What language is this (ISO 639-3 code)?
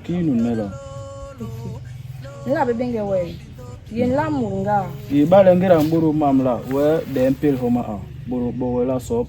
bas